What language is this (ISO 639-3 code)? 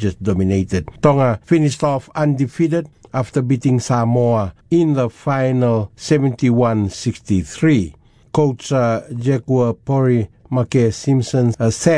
eng